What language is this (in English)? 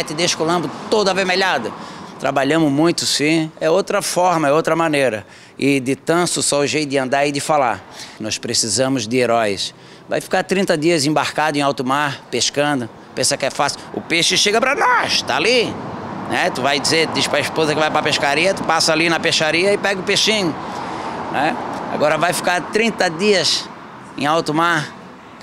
Portuguese